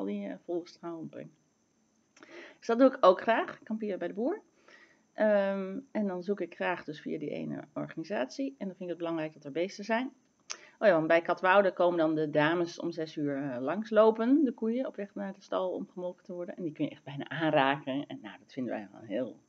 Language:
Dutch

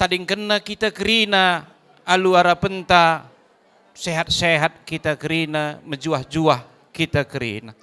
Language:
Batak Karo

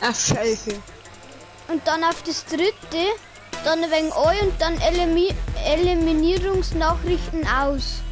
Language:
Bavarian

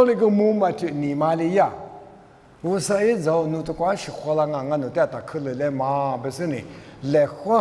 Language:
Lisu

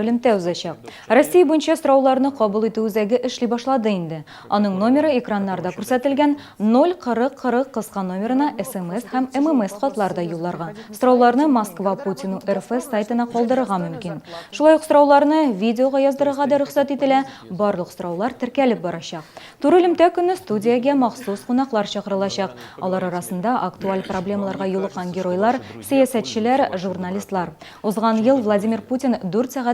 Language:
Tatar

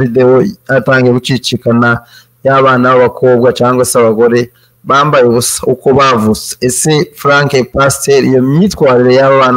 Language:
Kinyarwanda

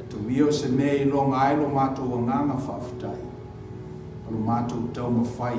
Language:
Samoan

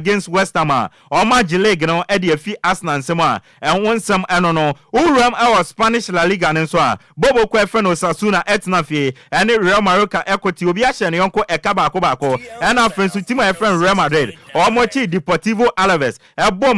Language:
Akan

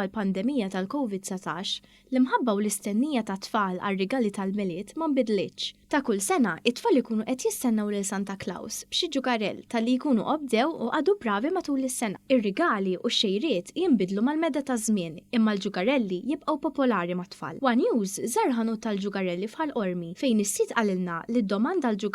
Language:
Maltese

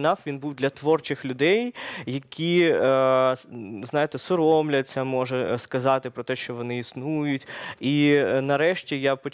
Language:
Ukrainian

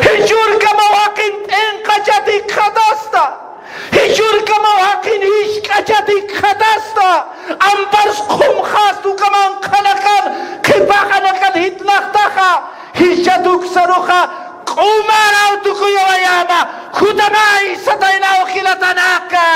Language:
Aymara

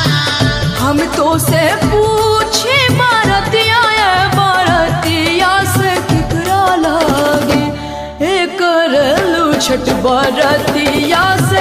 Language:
Bhojpuri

